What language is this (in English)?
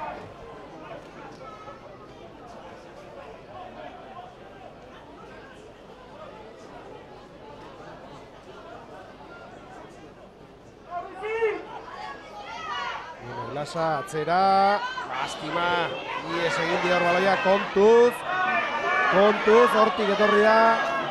Basque